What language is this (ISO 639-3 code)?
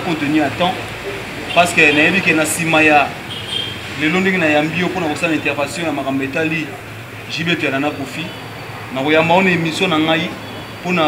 lin